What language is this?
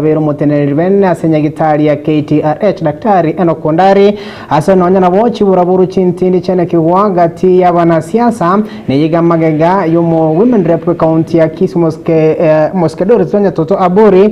Gusii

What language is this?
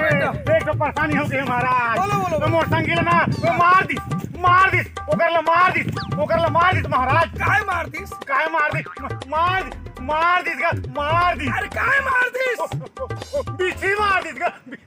Chhattisgarhi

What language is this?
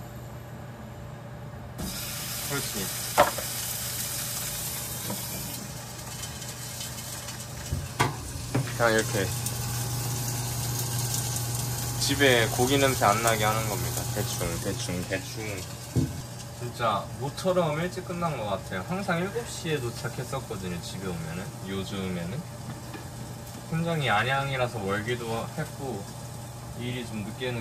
Korean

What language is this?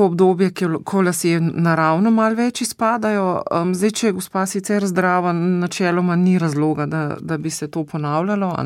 Slovenian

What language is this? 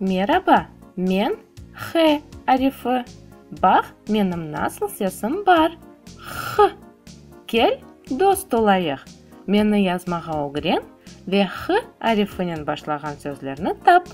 Crimean Tatar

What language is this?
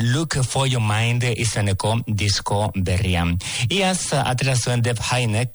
Basque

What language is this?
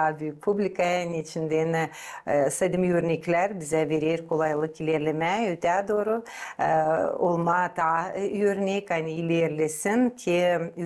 Gagauz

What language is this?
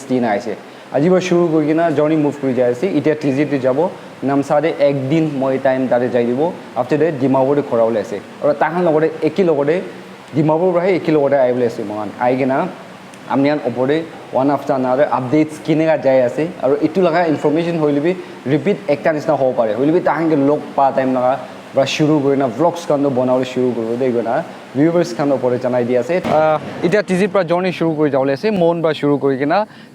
Naga Pidgin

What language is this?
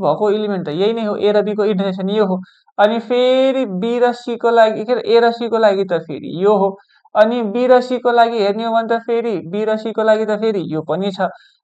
Nepali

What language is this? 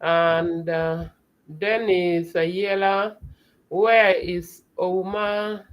Acoli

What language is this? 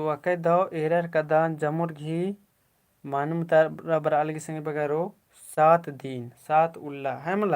Kurukh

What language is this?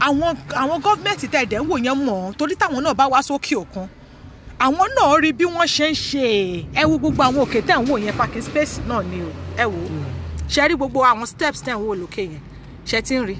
Yoruba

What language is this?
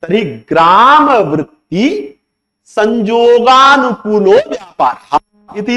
Sanskrit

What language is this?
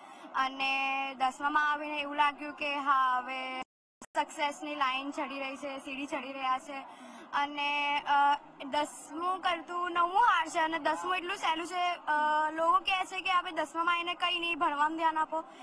Gujarati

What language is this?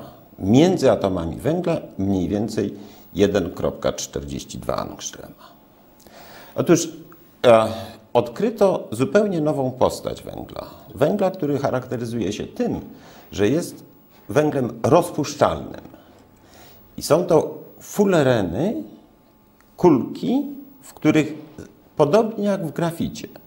Polish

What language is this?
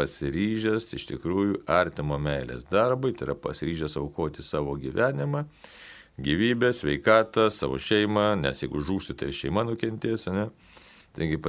Lithuanian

